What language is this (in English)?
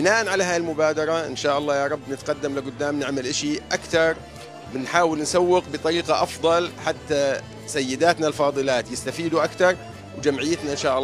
North Levantine Arabic